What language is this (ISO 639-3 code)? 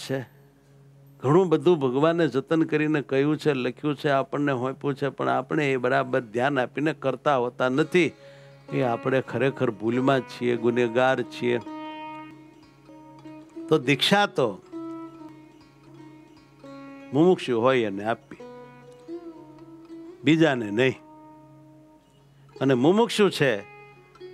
guj